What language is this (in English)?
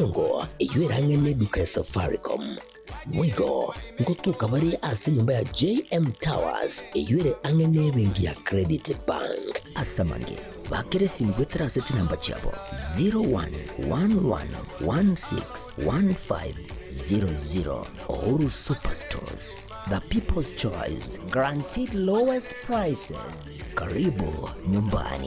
Gusii